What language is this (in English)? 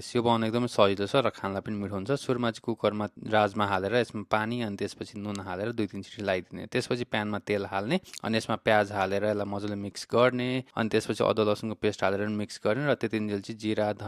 Nepali